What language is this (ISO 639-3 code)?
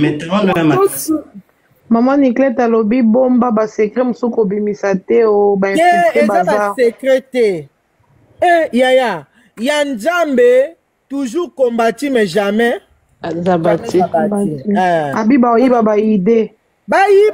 lin